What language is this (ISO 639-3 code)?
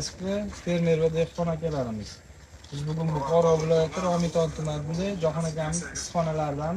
uzb